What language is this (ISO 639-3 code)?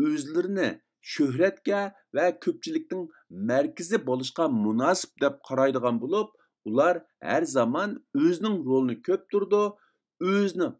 uig